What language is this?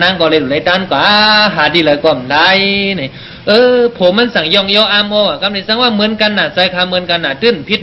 Shan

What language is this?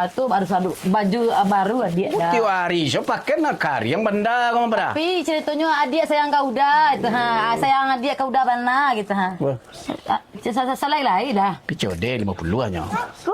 Minangkabau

